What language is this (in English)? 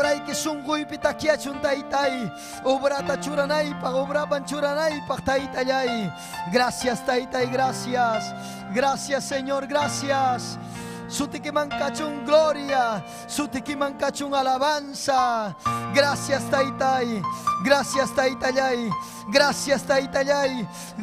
Ayacucho Quechua